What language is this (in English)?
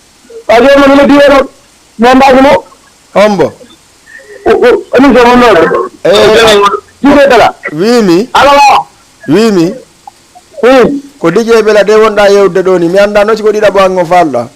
Fula